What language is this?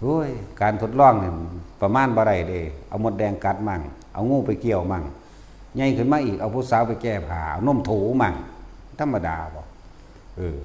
Northeastern Thai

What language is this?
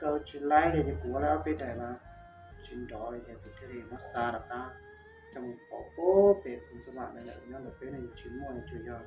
Hmong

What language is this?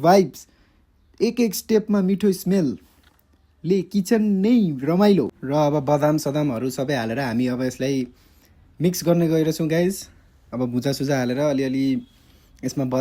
Nepali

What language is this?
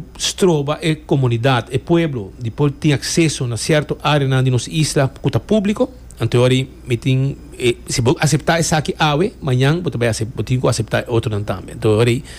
Papiamento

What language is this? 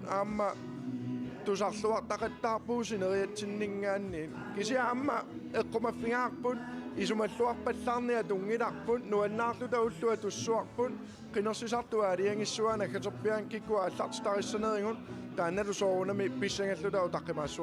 Kalaallisut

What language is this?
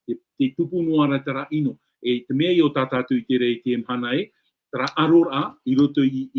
Tahitian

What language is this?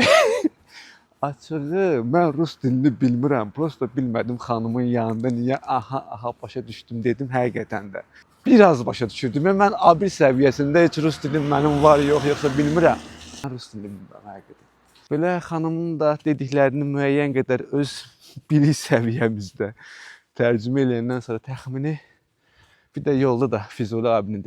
Azerbaijani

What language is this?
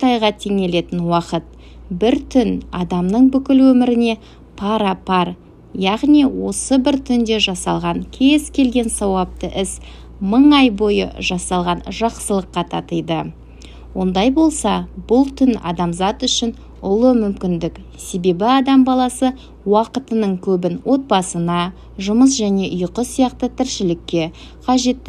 Kazakh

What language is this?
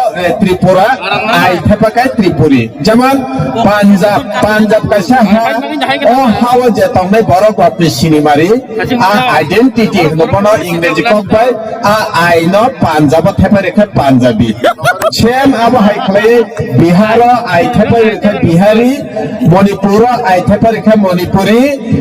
Kok Borok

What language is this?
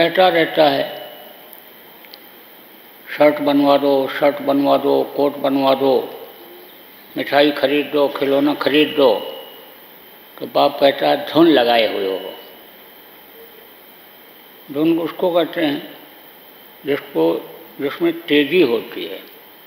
Hindi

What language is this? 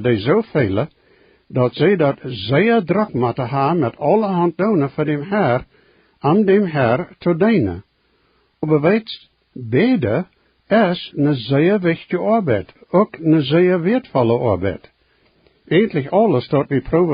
Plautdietsch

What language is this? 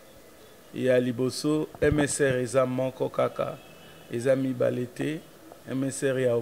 Lingala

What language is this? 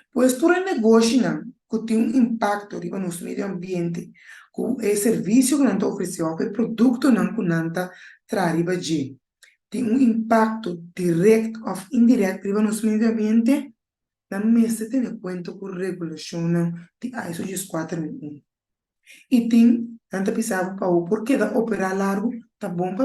Papiamento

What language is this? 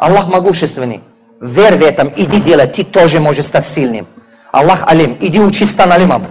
Tajik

